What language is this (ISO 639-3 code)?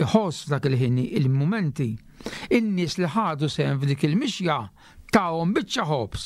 mlt